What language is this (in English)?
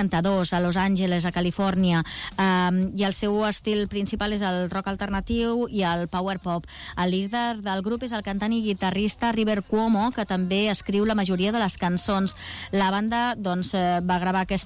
Catalan